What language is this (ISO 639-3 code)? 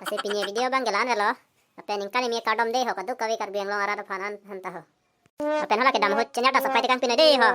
mjw